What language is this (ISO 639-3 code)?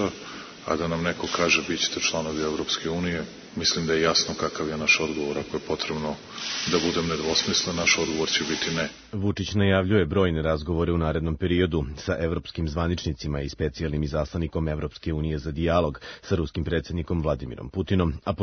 srp